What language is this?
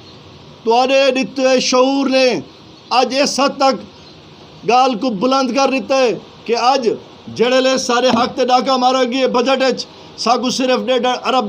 Saraiki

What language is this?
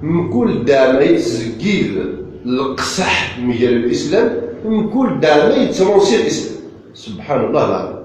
Kabyle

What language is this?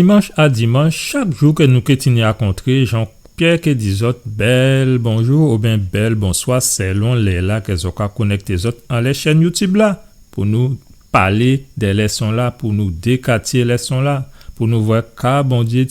Guadeloupean Creole French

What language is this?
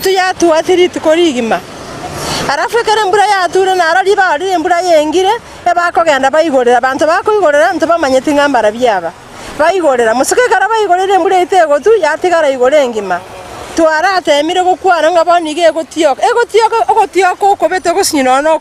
Gusii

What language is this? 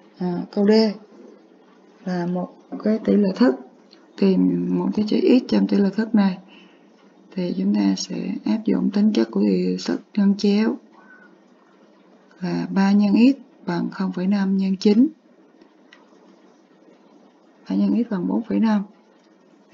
Vietnamese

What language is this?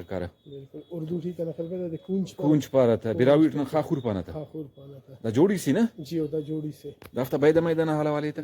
Brahui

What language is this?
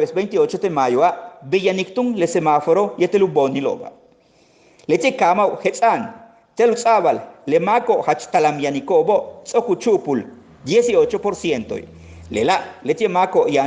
Yucateco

